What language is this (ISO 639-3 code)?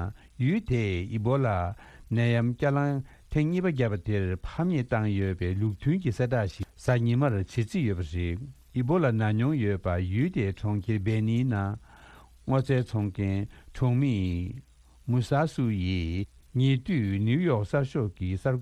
bod